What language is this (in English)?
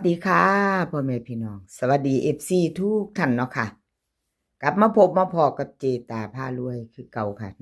Lao